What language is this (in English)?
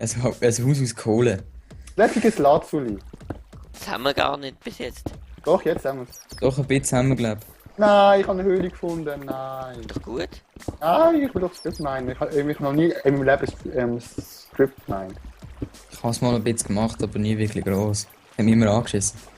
Swiss German